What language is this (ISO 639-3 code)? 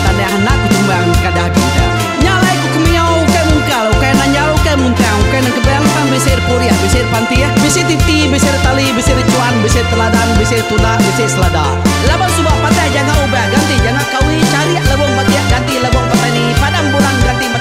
iba